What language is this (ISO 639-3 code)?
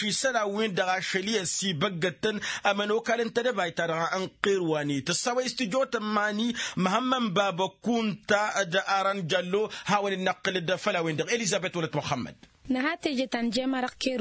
taq